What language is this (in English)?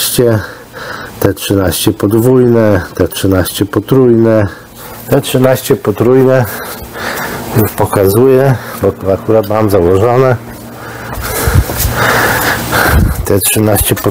Polish